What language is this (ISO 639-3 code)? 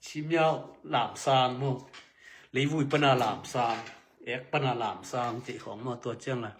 ctd